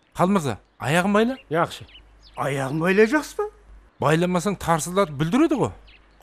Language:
Kara-Kalpak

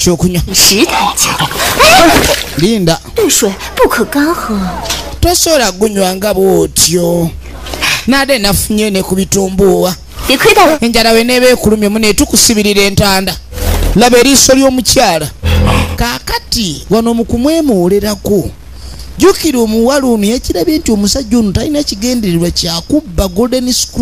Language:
Ganda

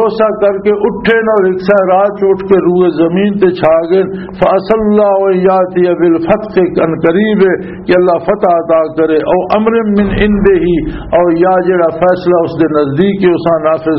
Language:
Western Panjabi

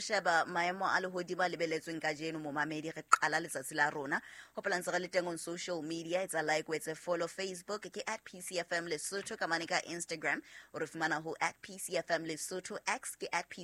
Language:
Southern Sotho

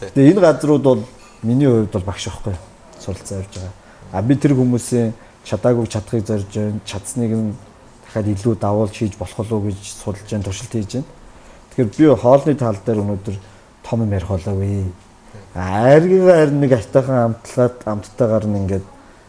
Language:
Mongolian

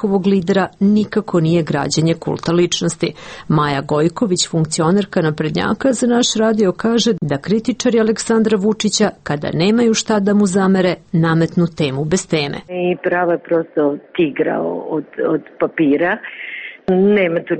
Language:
Serbian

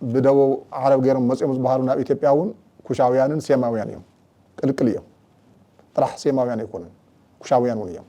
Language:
Tigrinya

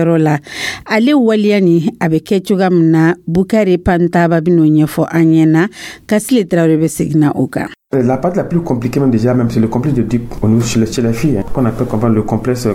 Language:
Dyula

